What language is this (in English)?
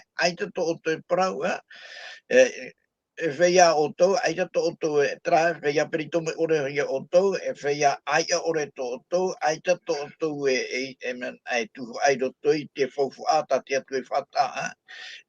Tahitian